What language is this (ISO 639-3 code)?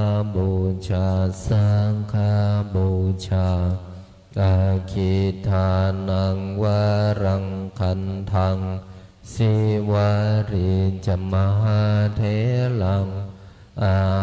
pli